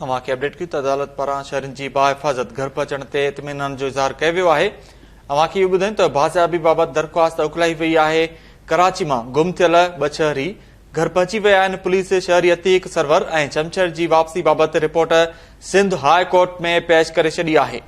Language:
Sindhi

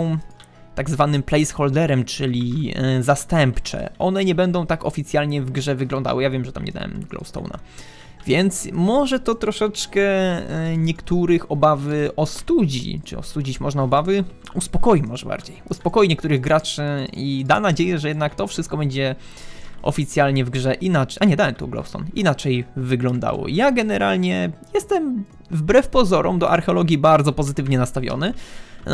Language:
Polish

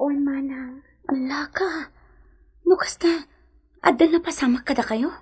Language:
Iloko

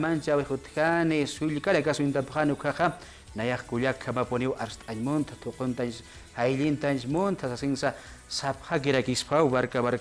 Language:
Aymara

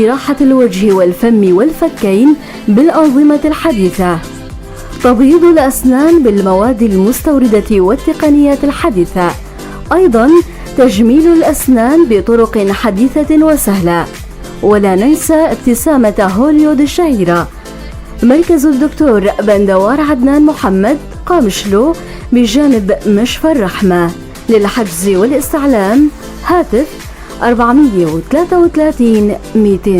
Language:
North Levantine Arabic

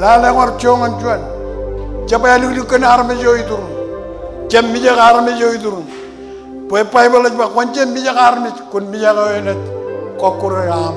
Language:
Marshallese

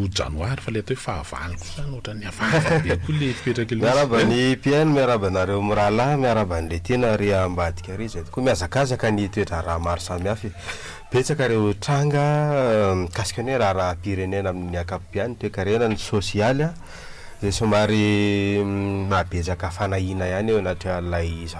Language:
Malagasy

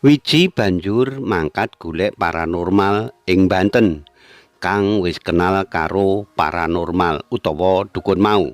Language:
Javanese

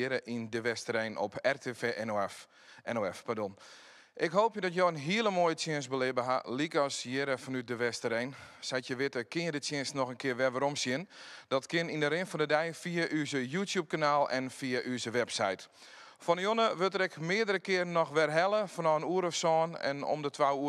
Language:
Western Frisian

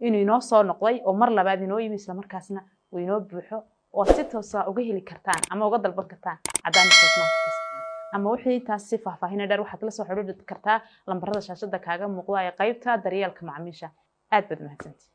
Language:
Somali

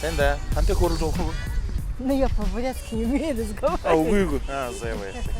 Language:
Buriat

